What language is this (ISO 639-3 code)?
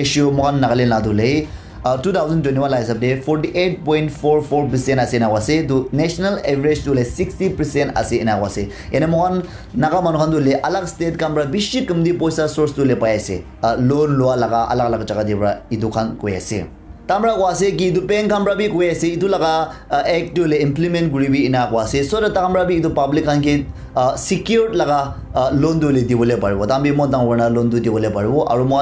nag